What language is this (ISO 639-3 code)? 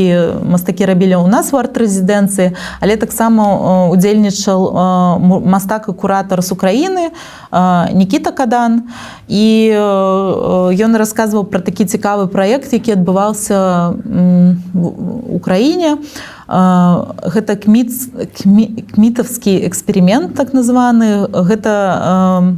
bel